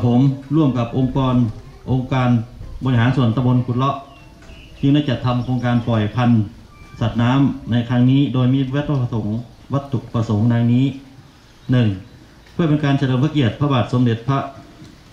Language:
Thai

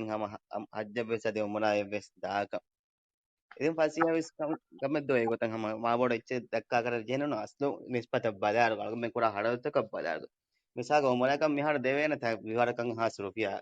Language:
Divehi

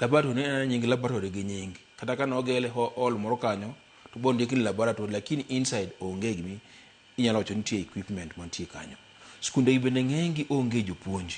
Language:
Luo (Kenya and Tanzania)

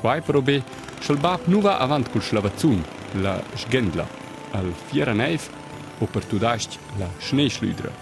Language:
Romansh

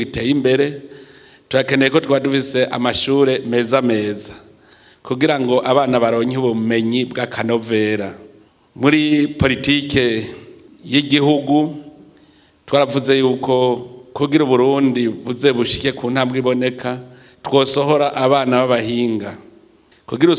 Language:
Rundi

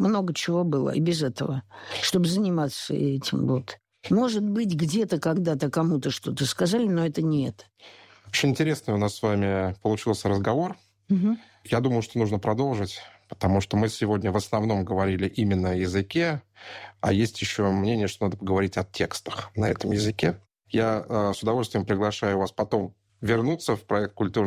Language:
Russian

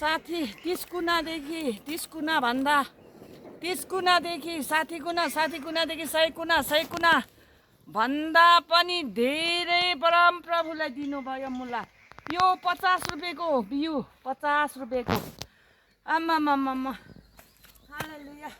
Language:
Nepali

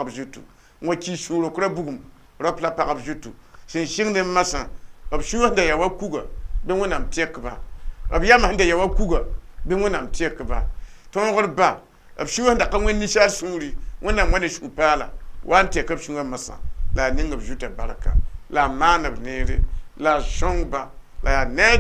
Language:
Mossi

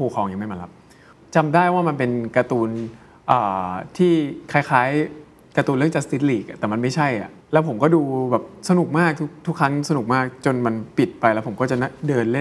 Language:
Thai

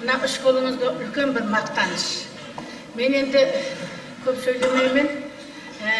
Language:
Kara-Kalpak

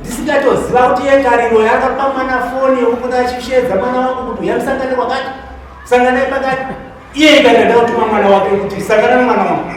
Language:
Shona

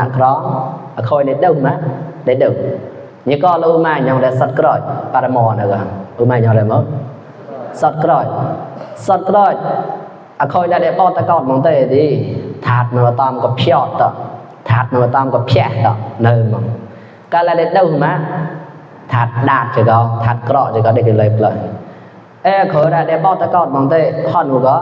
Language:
Mon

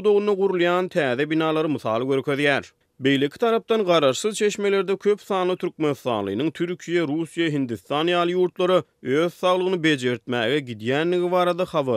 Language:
Turkmen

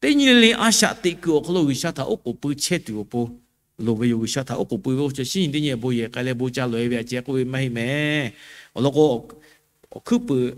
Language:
Lahu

